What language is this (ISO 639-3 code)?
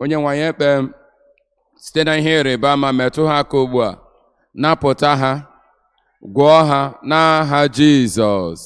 ibo